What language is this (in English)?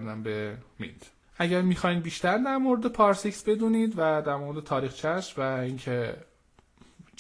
Persian